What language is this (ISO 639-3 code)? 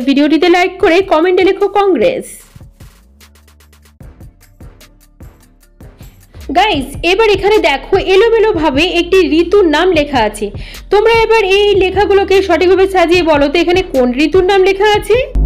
ben